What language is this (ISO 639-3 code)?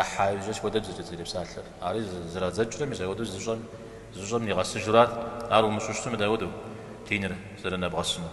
kbd